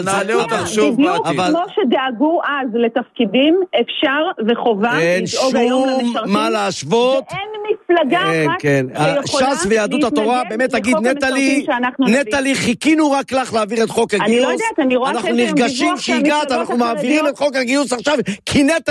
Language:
Hebrew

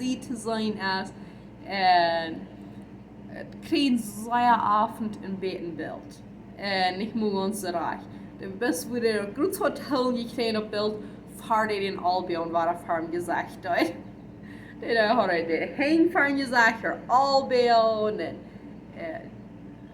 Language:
Plautdietsch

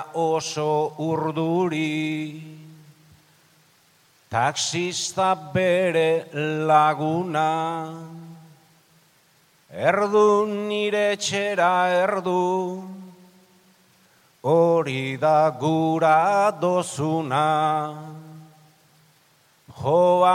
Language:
Basque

